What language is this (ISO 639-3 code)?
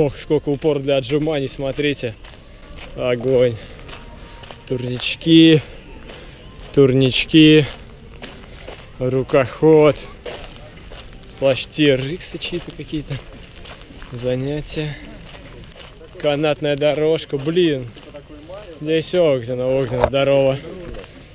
rus